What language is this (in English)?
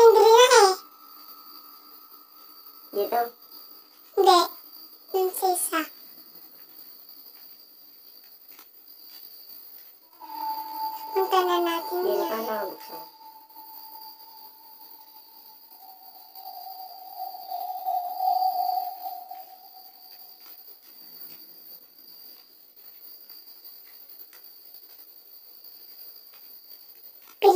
Filipino